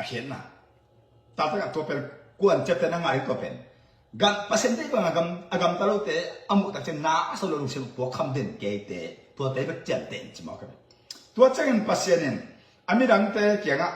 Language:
Tedim Chin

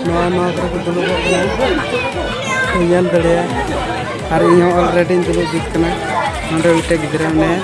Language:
Santali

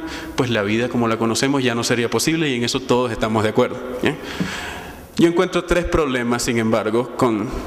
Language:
Spanish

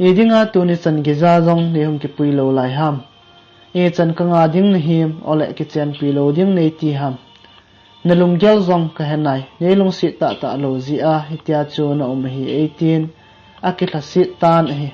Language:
Thado Chin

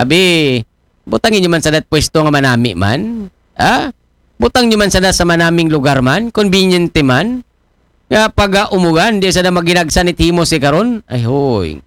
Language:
Aklanon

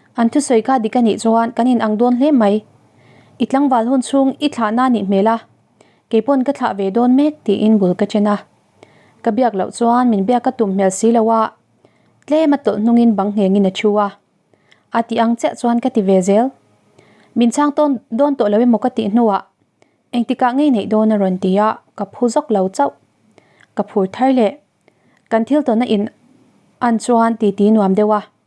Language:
Mizo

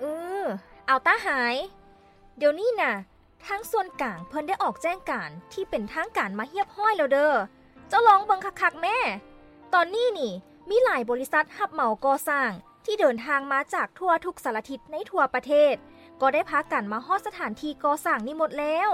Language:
Lao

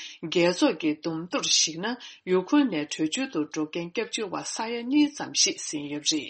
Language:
Tibetan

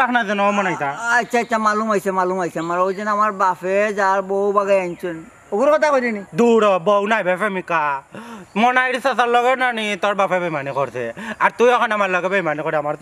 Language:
Sylheti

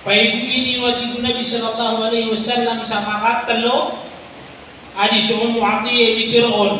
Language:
Maranao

